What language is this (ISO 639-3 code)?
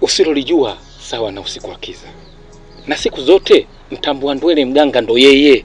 swa